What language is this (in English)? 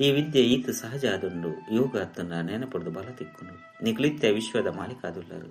Tulu